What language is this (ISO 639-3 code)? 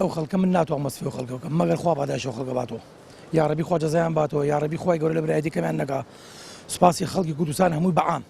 ckb